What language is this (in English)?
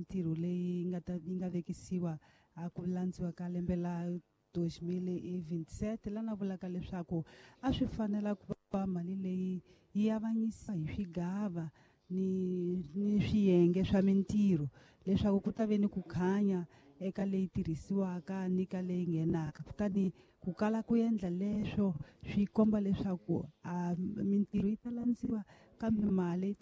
Tsonga